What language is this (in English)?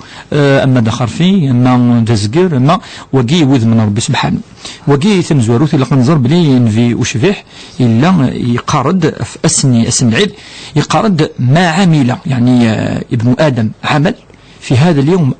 Kabyle